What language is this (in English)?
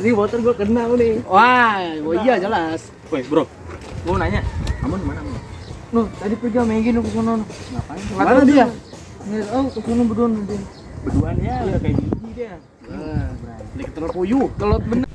Betawi